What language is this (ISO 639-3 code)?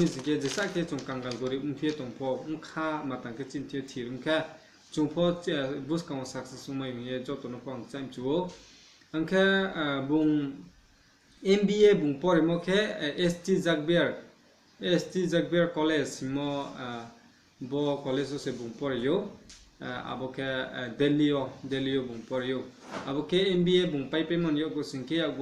ria